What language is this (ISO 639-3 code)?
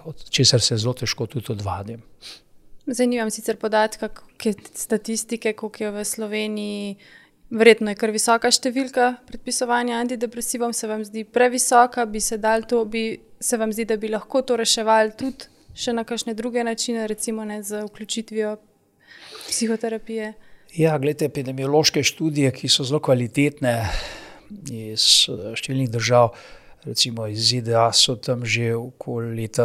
slv